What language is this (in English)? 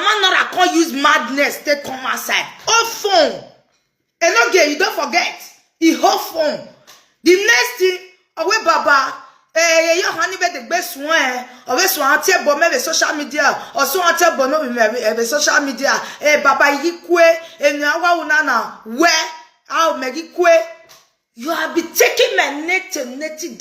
Nigerian Pidgin